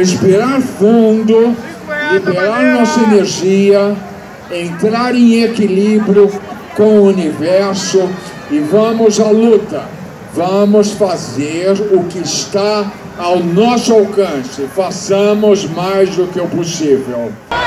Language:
Portuguese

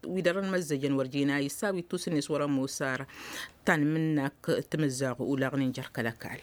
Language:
Tamasheq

